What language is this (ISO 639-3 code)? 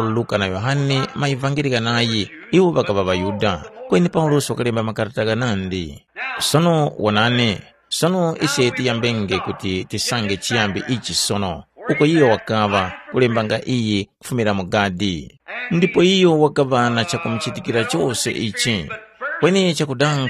tum